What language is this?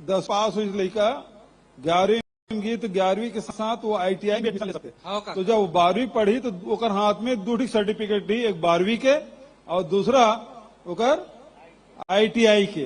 Chhattisgarhi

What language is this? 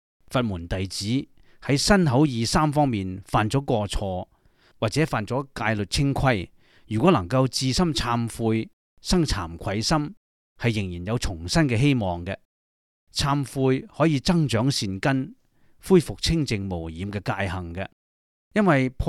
Cantonese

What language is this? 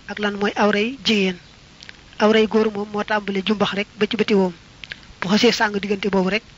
Wolof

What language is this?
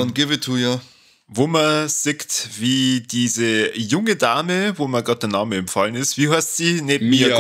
Bavarian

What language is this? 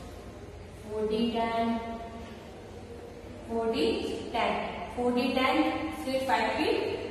Hindi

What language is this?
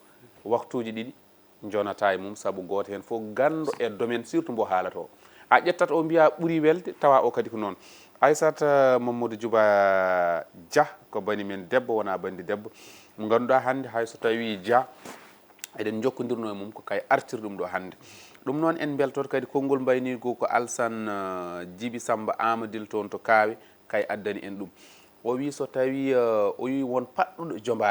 Fula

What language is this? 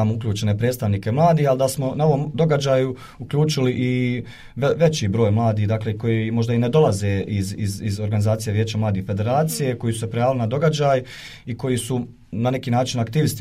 Bosnian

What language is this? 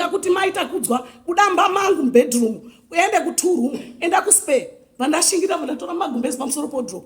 Shona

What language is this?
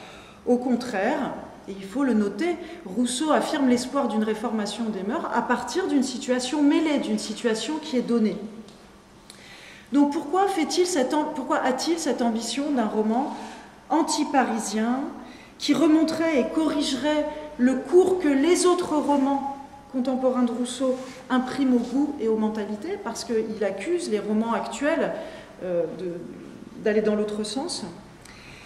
French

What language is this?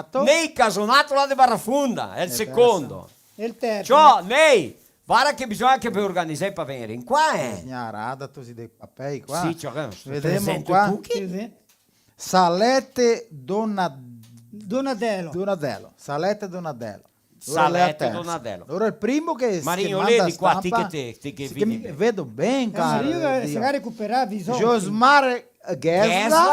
Venetian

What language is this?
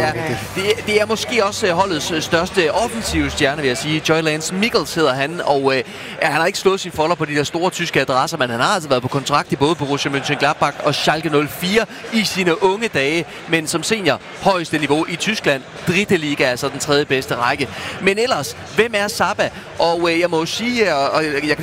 Danish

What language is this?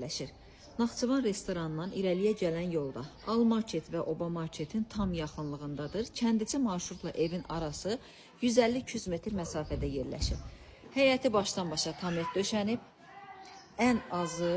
Azerbaijani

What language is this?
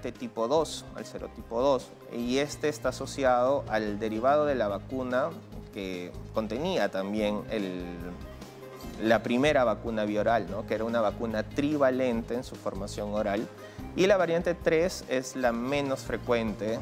Spanish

